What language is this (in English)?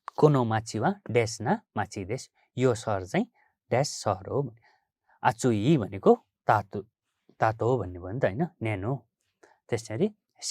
Nepali